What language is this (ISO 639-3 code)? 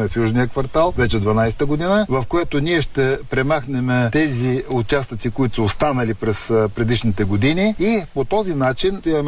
bul